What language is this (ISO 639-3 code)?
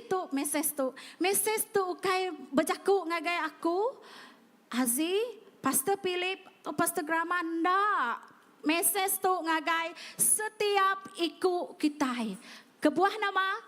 iba